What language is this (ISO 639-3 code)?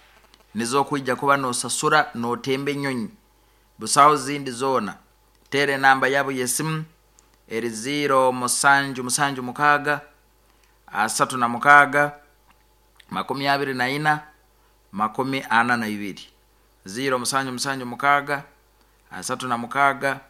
nyo